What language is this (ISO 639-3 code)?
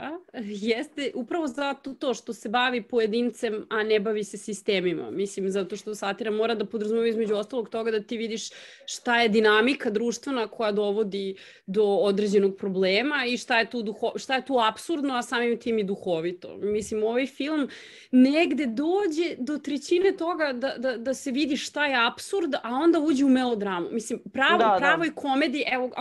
srp